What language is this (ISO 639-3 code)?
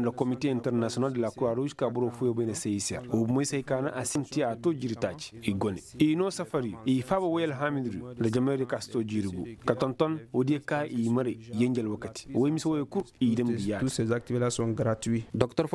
ses